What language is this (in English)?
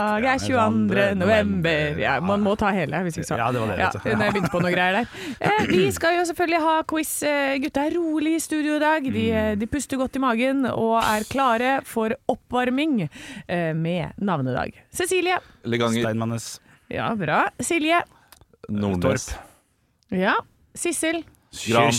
Norwegian